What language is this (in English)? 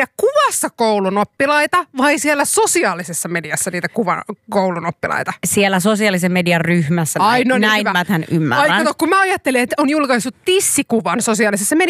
Finnish